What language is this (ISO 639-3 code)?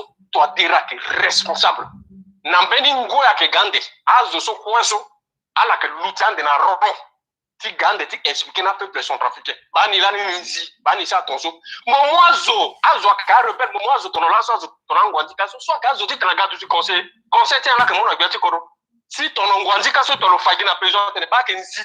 sag